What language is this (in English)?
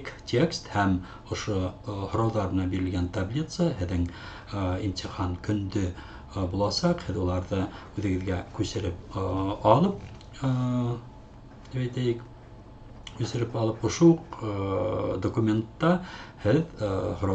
Bashkir